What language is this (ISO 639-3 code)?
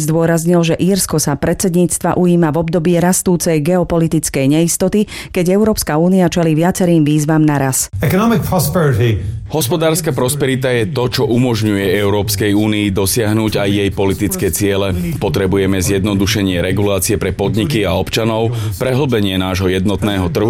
slk